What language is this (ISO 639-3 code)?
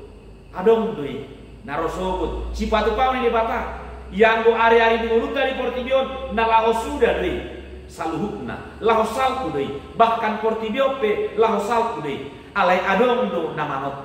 bbc